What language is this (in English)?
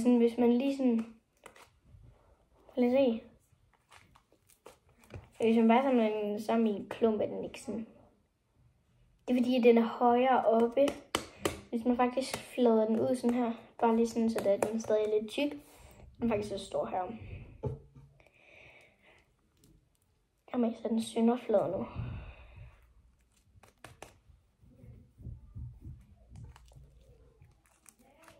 Danish